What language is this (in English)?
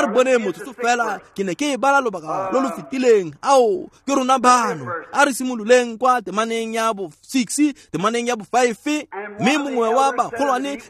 Tswana